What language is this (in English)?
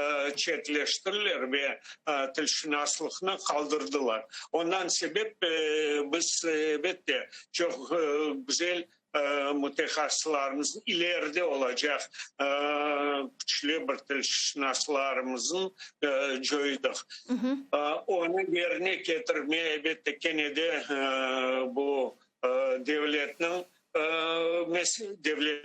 Crimean Tatar